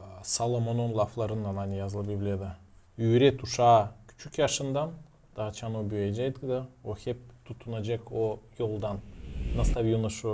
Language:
Gagauz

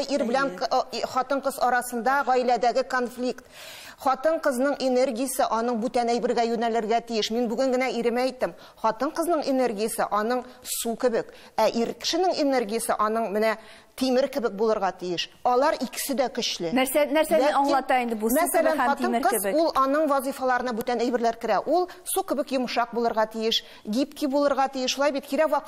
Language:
Tatar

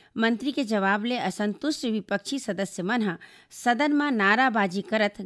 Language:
Chhattisgarhi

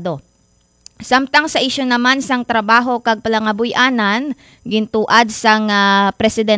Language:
Hiligaynon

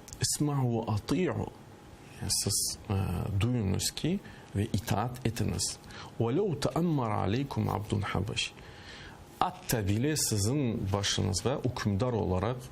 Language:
Crimean Tatar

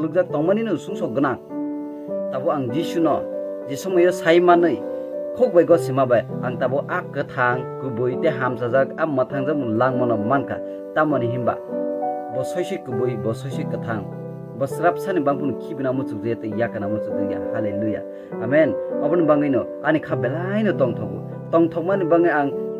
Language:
Kok Borok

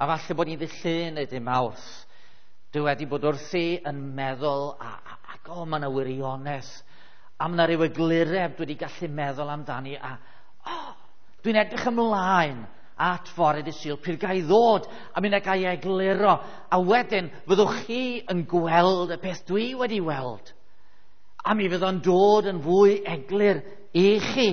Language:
Welsh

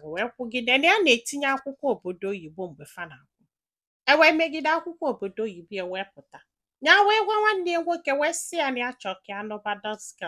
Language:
Igbo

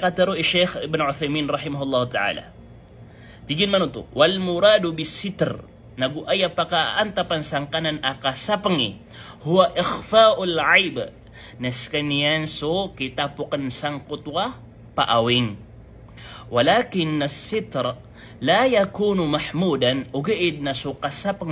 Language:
Maranao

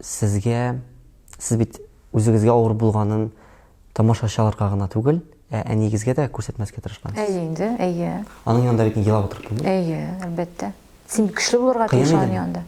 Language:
Tatar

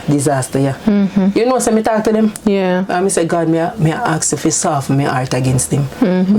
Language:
Jamaican Creole English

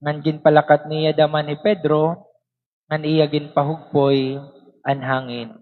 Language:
Waray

